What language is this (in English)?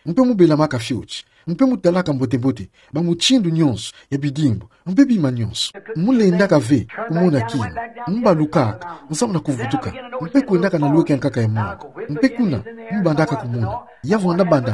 Kituba (Democratic Republic of Congo)